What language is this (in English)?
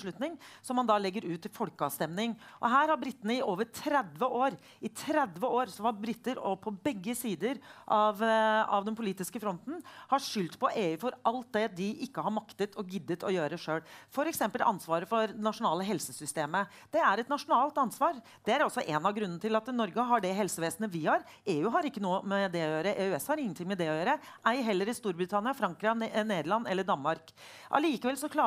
Norwegian